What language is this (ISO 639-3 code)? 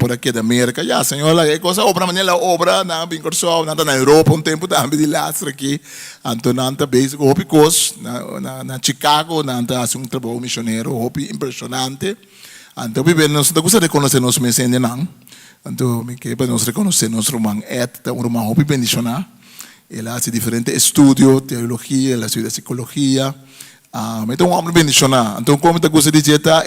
pap